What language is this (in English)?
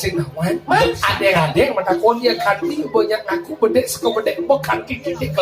Balinese